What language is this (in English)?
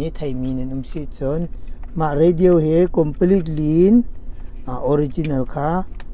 Hakha Chin